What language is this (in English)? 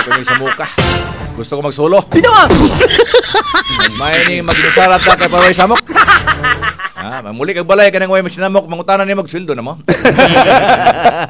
Cebuano